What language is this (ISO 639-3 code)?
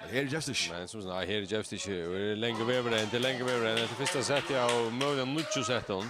fao